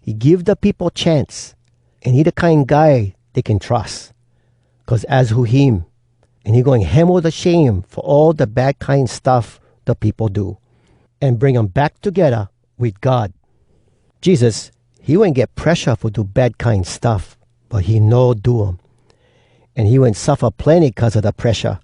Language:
Hawai'i Creole English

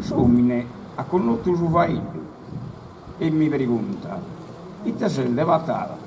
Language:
Sardinian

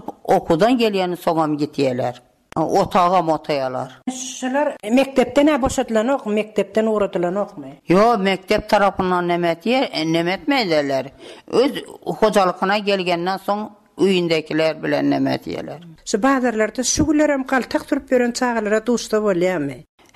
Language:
Turkmen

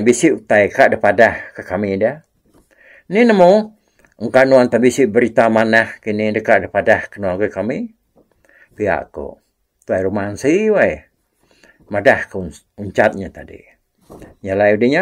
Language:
Iban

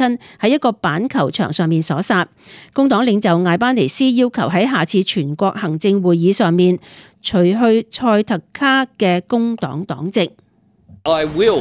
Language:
Cantonese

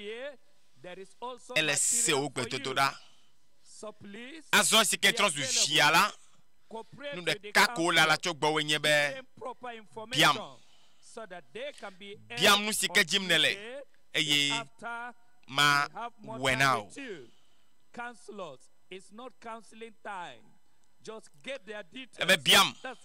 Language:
Ewe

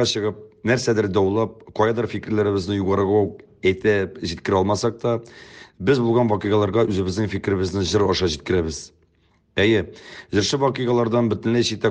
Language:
Tatar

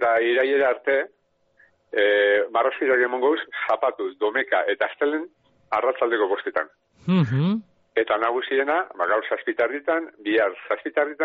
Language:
Basque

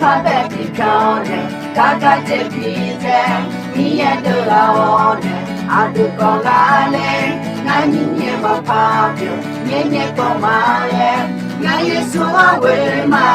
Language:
Akha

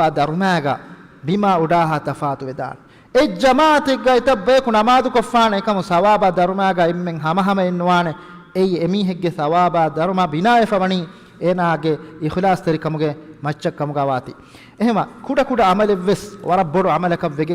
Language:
Divehi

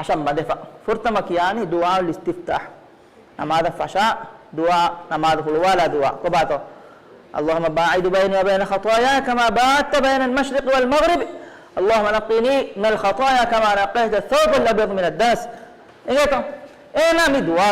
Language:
Divehi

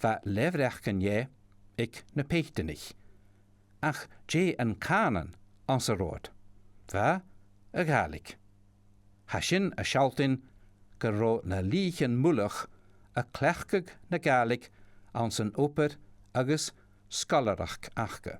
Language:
Scottish Gaelic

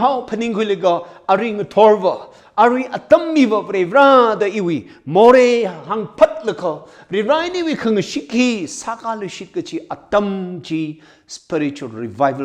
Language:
Tangkhul Naga (India)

